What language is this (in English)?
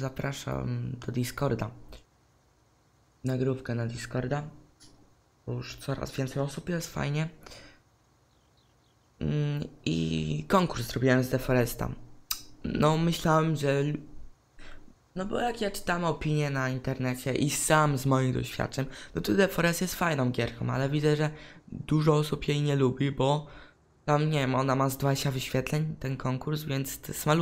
Polish